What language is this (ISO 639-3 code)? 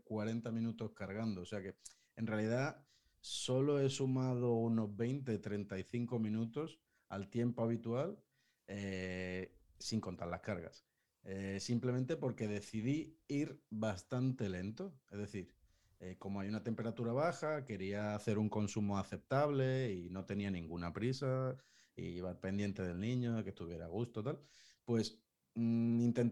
spa